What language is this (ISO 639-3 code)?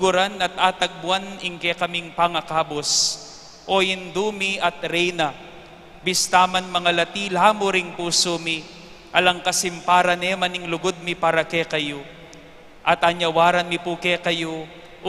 pam